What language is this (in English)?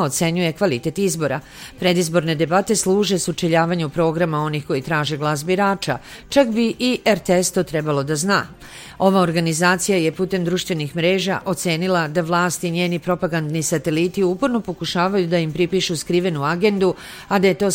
Serbian